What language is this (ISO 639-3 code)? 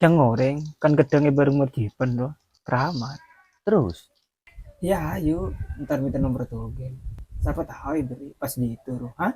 mad